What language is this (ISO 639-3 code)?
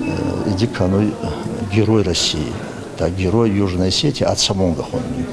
oss